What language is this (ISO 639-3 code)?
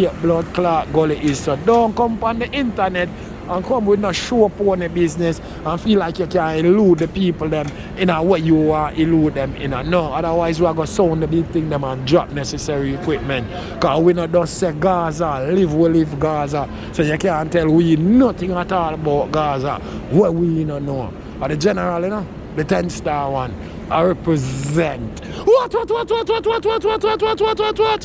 jam